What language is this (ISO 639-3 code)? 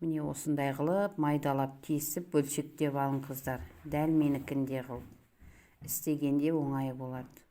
kaz